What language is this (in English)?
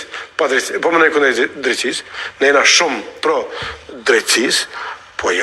Albanian